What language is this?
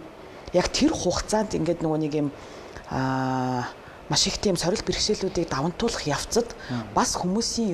Mongolian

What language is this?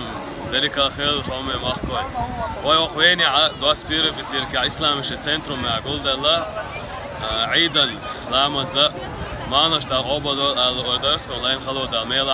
Chechen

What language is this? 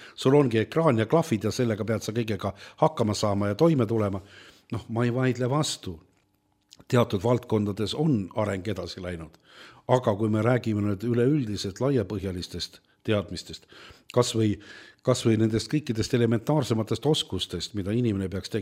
Estonian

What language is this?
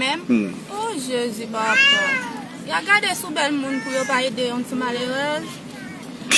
Haitian Creole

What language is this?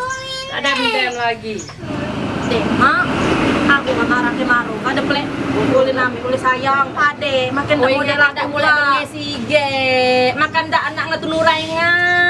Musi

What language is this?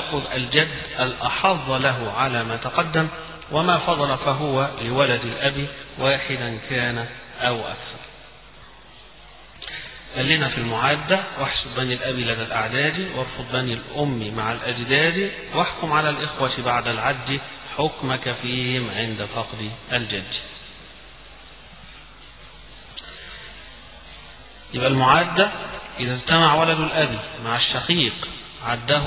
Arabic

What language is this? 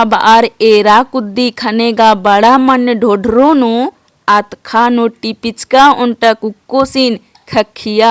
Kurukh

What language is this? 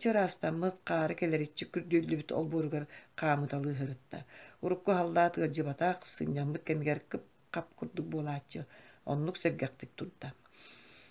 Yakut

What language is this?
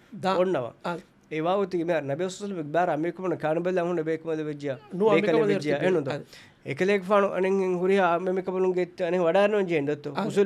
Divehi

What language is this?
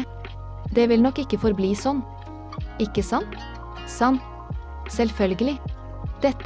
Norwegian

